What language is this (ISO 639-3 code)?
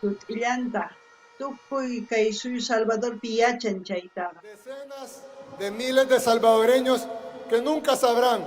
quh